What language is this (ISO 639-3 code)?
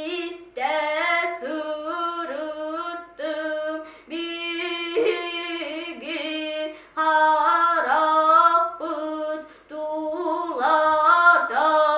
sah